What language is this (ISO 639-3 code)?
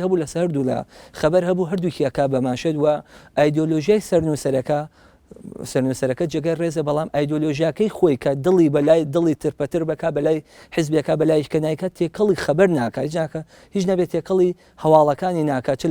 ckb